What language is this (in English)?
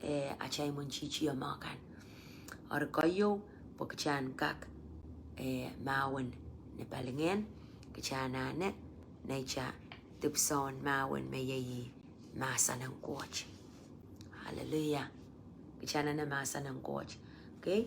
Pohnpeian